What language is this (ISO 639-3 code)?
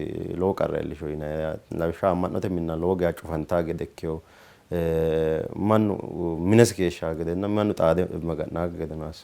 sid